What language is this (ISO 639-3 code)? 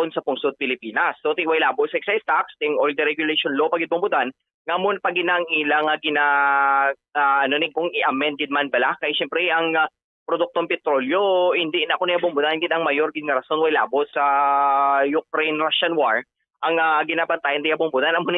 hil